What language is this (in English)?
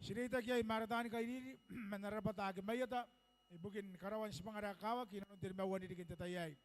Gilbertese